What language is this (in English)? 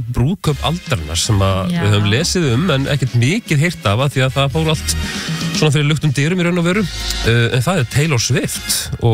Icelandic